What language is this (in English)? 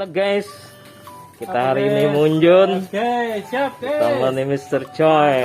Banjar